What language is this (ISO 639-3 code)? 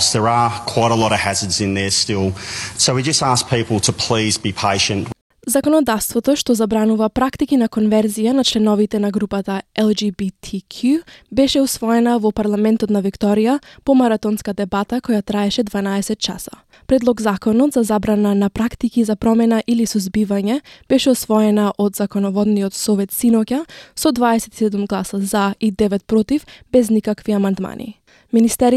mkd